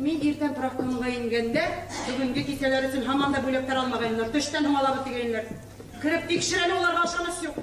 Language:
Bashkir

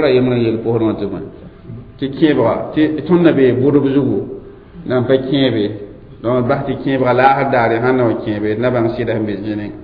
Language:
Mossi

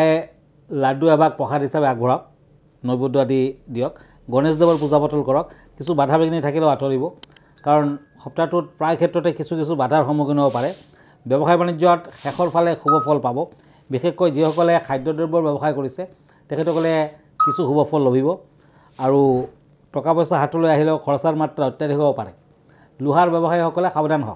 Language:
Assamese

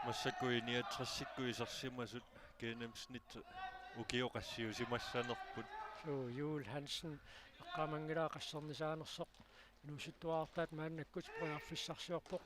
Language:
Kalaallisut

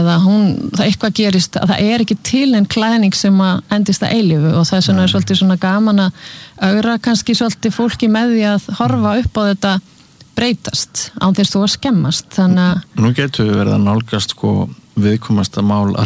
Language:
Icelandic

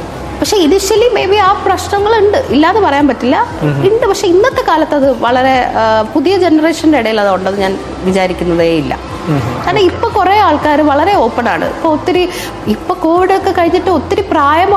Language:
Malayalam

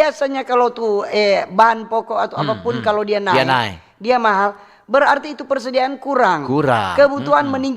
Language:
Manado Malay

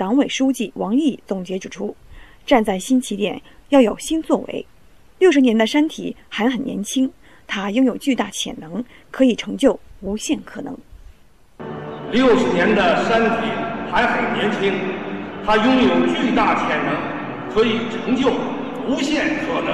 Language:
Chinese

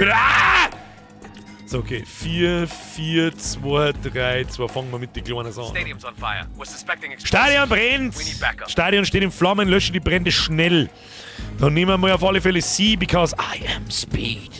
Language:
Bavarian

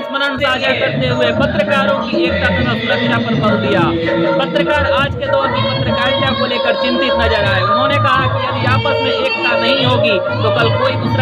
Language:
Hindi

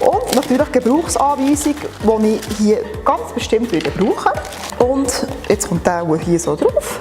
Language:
Swiss German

